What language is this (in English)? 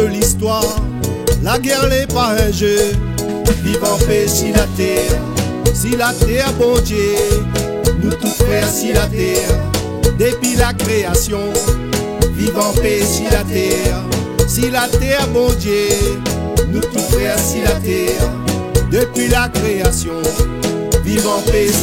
Réunion Creole French